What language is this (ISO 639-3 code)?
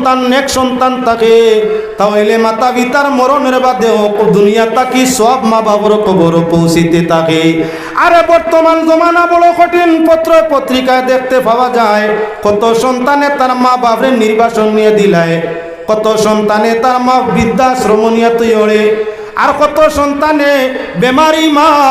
syl